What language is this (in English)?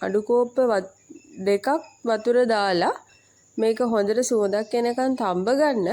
Sinhala